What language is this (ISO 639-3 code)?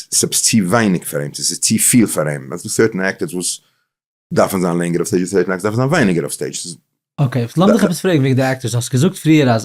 yid